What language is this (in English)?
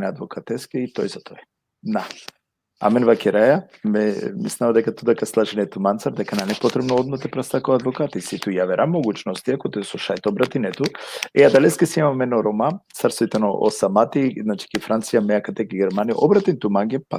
Balkan Romani